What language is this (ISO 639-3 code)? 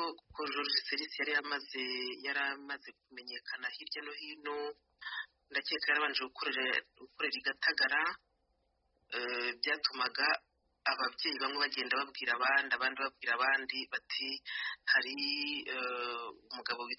kin